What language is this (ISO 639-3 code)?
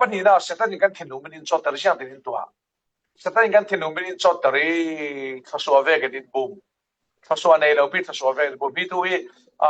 cfm